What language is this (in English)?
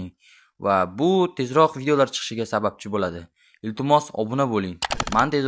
Uzbek